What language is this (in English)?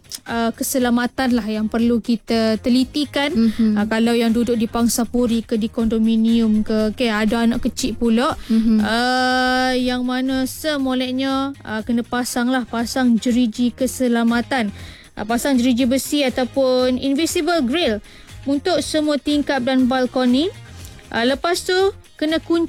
Malay